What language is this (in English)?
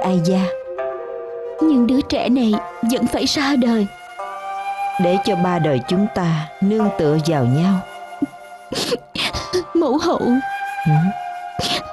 Vietnamese